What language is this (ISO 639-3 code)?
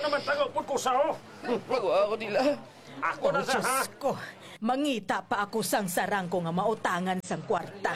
hil